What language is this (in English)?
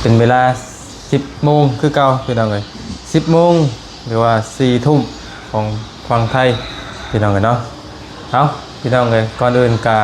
Lao